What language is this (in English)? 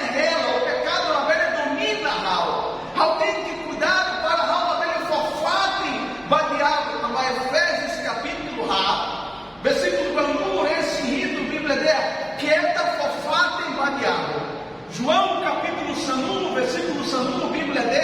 Tetum